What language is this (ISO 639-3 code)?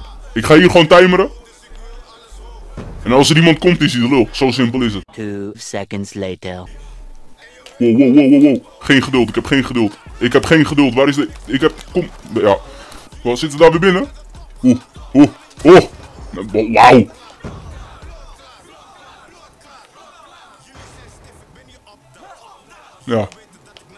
nld